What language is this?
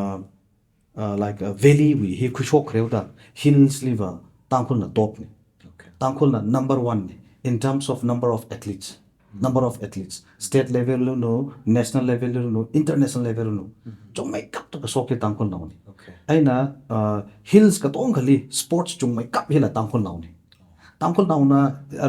Tangkhul Naga (India)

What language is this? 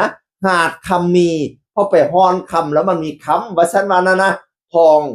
Northeastern Thai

